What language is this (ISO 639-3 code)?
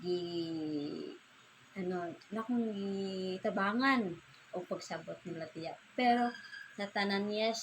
ceb